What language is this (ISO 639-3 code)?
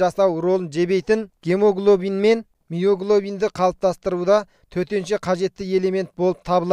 kaz